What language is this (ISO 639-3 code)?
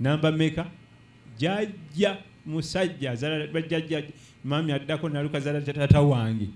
lug